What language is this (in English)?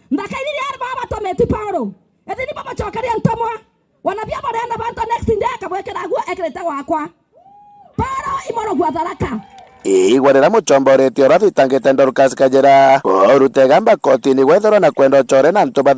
Meru